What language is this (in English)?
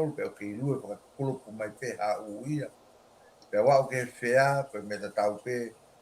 Tongan